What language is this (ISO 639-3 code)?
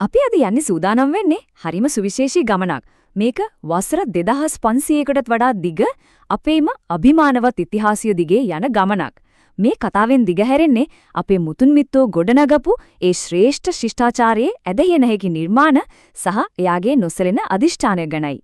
sin